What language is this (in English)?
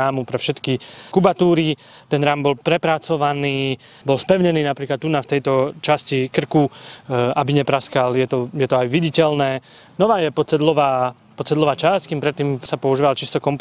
Slovak